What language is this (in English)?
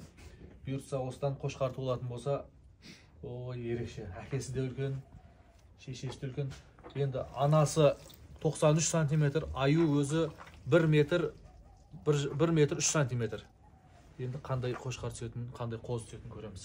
Kazakh